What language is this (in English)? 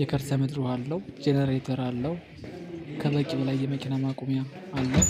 Amharic